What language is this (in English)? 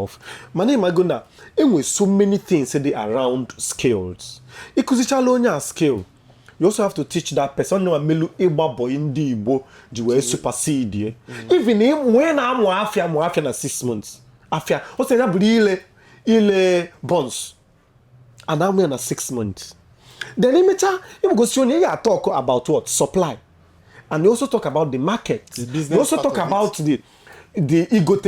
Igbo